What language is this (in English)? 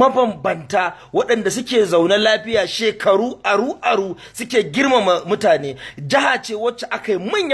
Hausa